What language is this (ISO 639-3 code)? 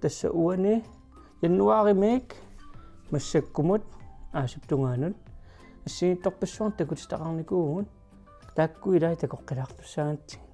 kal